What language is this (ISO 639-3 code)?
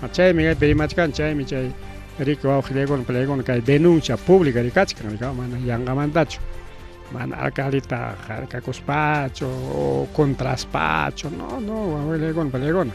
quy